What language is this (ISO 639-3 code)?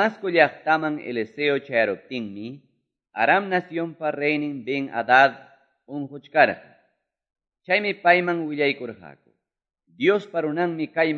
que